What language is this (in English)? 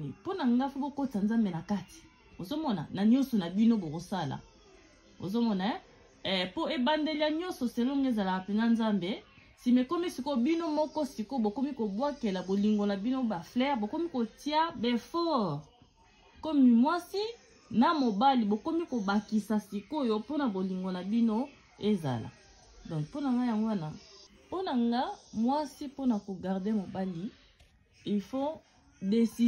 Lingala